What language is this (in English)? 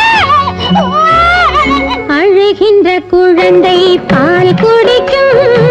Tamil